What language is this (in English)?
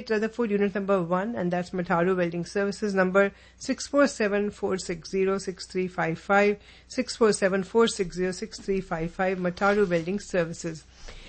Hindi